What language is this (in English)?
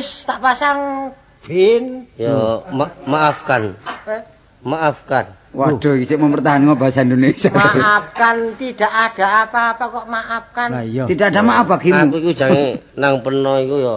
Javanese